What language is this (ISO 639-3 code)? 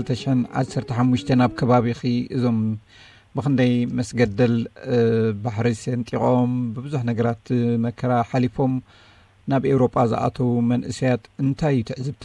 tir